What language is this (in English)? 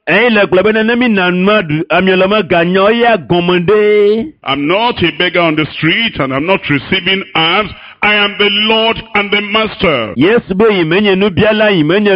Ewe